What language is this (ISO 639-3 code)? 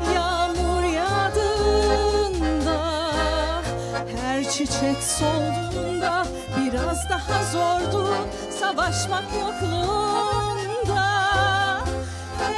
tur